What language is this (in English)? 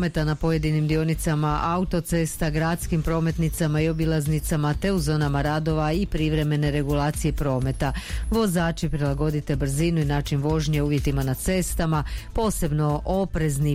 Croatian